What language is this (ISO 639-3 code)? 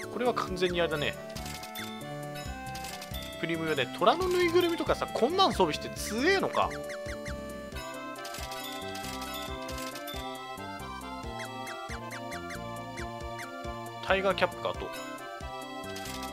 jpn